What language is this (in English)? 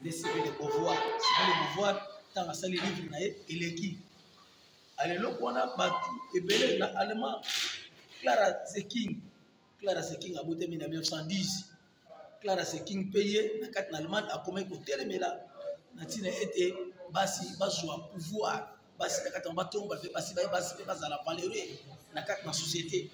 Lingala